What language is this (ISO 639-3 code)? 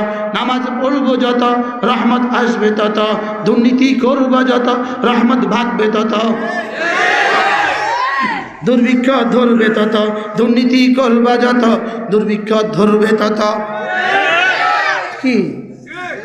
ben